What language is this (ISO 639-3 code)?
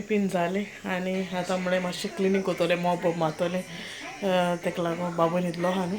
kok